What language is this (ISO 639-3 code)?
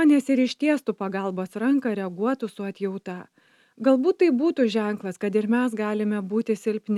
lit